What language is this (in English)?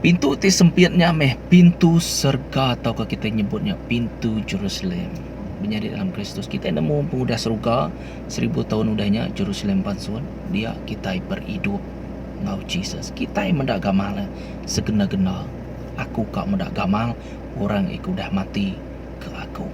Iban